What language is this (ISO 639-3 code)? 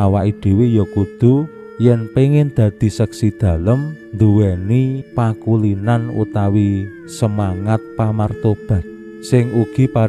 jav